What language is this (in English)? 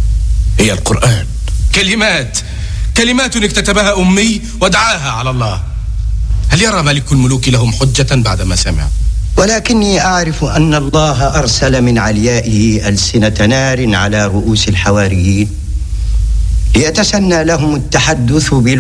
Tunisian Arabic